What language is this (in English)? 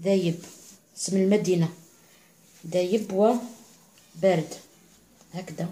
Algerian Arabic